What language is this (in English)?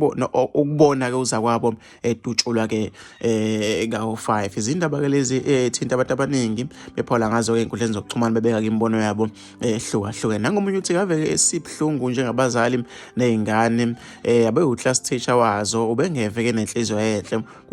Zulu